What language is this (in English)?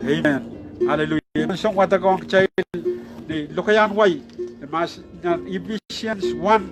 Pohnpeian